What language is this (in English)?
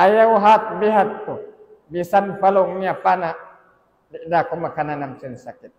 Tausug